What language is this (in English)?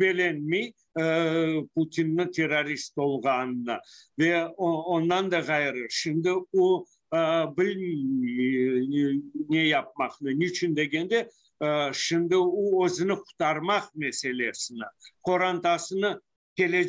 Crimean Tatar